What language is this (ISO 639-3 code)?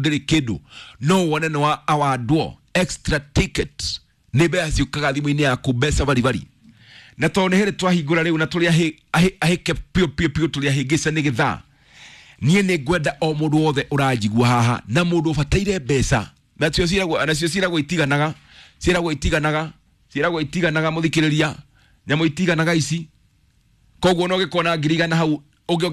kik